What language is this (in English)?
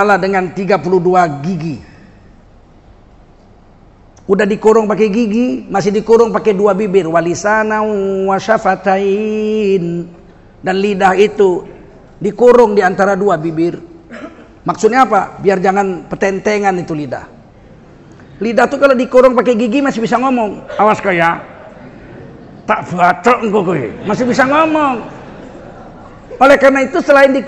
Indonesian